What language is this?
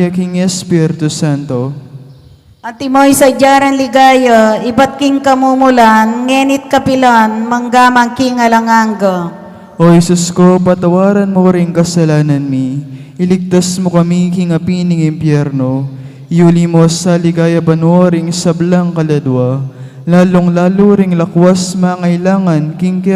Pampanga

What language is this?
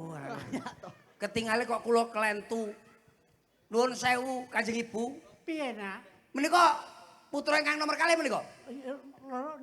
Javanese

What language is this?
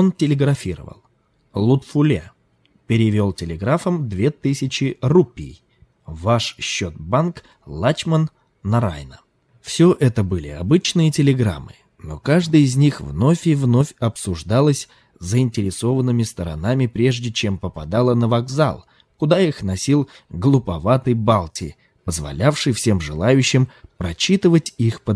Russian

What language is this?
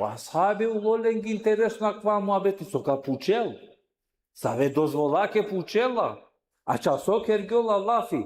Balkan Romani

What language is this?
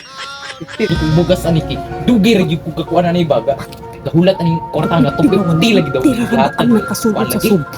Cebuano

